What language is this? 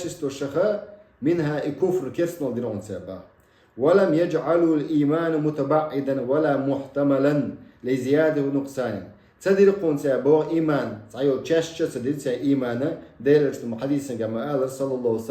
Chechen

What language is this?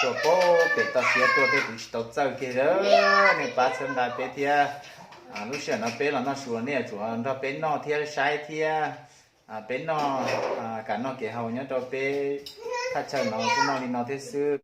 Hmong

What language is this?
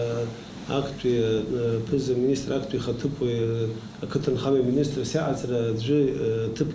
Abkhazian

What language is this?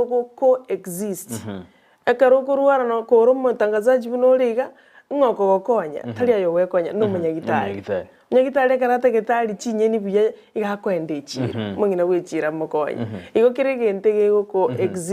Gusii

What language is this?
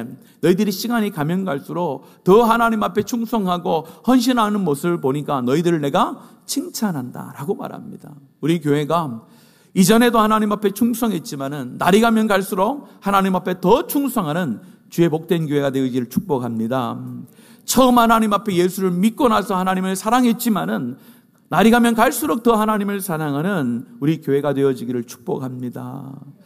Korean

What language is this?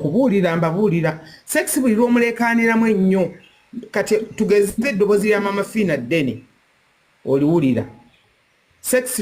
Ganda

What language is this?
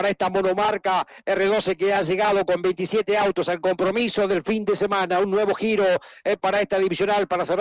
Spanish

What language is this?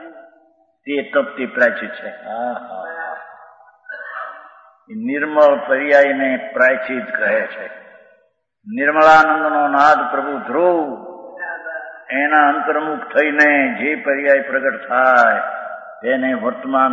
Gujarati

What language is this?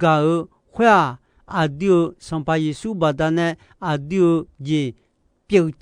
Akha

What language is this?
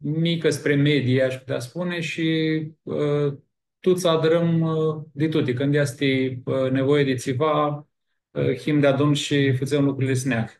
Aromanian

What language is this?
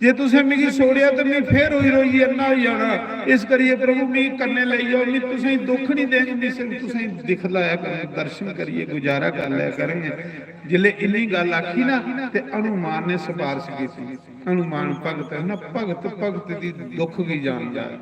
Dogri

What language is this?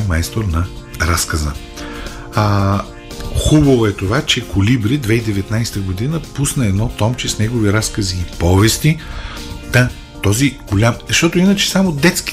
Bulgarian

